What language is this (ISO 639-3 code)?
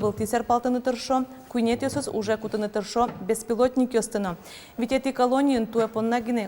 udm